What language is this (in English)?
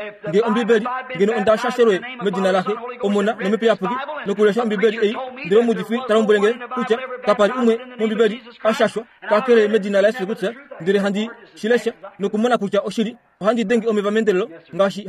Kuanyama